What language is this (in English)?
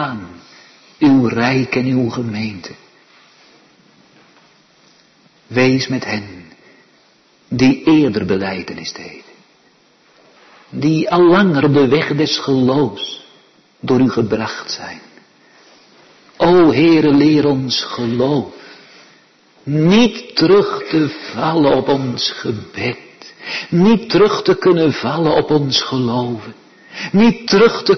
Dutch